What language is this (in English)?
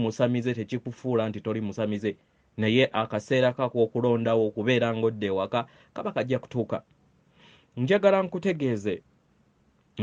Ganda